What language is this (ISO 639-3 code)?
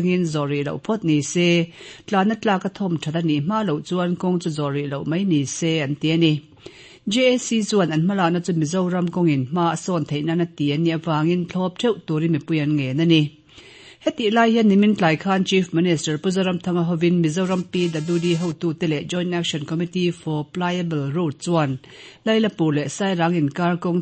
lus